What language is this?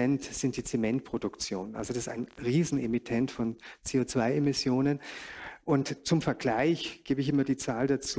German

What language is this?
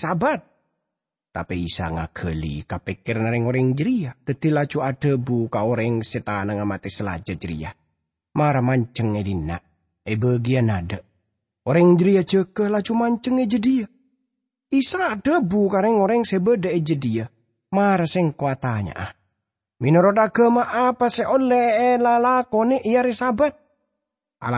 Madurese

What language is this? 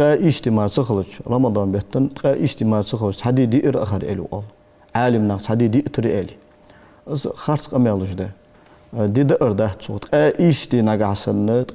Ingush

